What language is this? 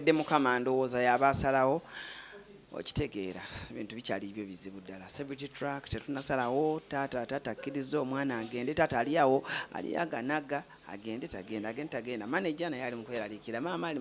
Ganda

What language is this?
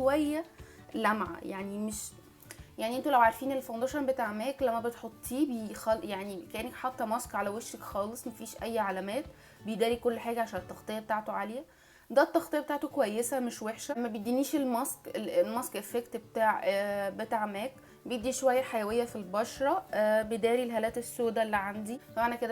Egyptian Arabic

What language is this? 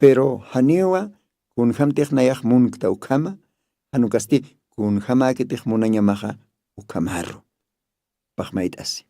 Aymara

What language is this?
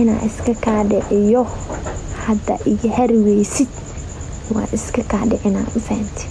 Somali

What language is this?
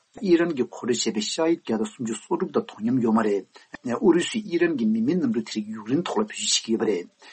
Tibetan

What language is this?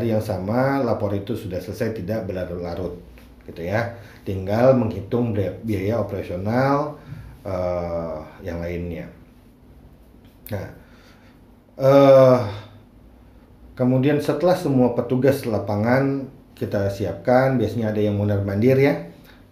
Indonesian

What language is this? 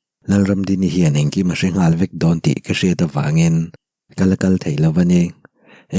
Mizo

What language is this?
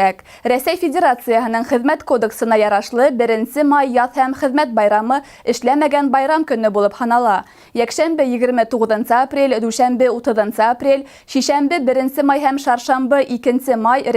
Bashkir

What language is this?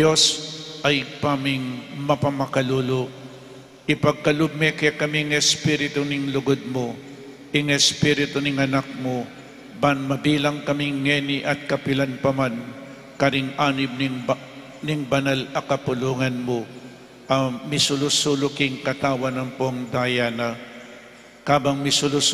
Pampanga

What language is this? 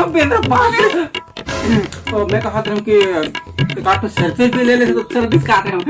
Chhattisgarhi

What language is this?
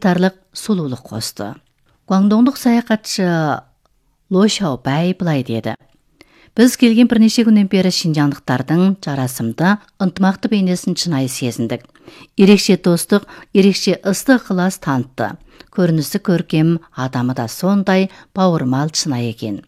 Kazakh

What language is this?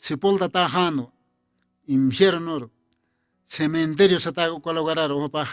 Aymara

